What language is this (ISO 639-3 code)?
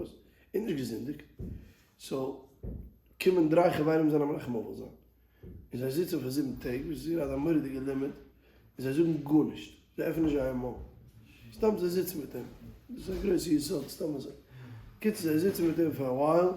yid